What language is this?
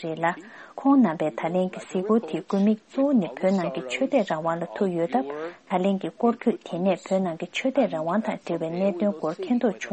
Tibetan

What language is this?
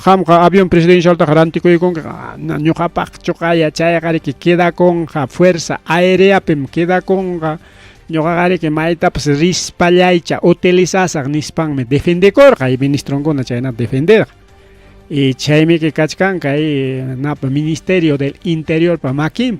Ayacucho Quechua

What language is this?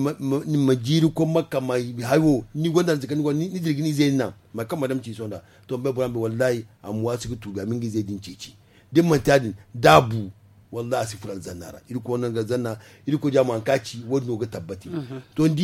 Zarma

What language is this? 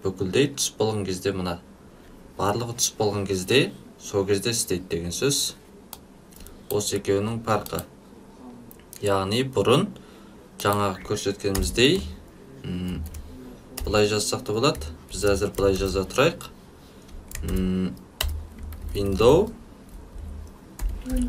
Kazakh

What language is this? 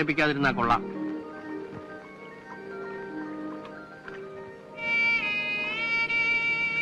Malayalam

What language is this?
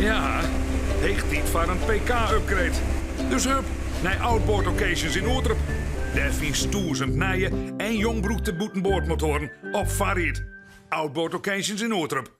Western Frisian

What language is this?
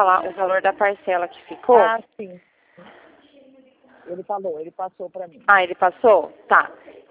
Portuguese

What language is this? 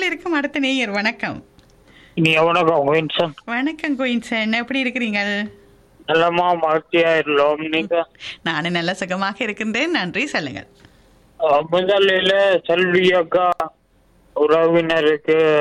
Tamil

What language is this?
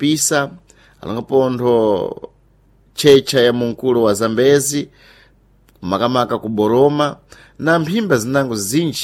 Sena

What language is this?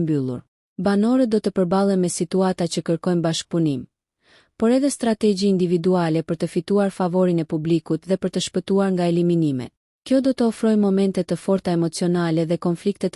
Albanian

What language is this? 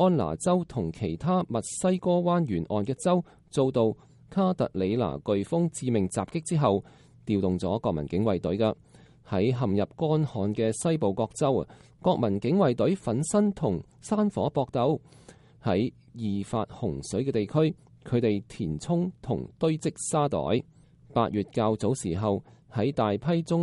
Cantonese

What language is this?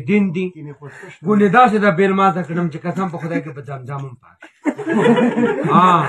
Pashto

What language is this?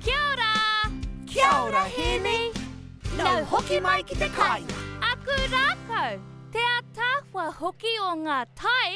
Māori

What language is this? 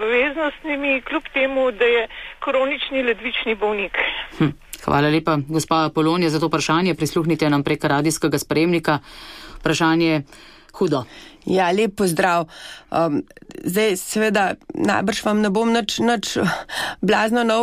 Slovenian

